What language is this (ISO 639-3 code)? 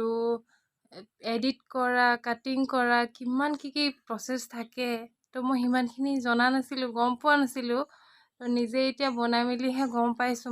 asm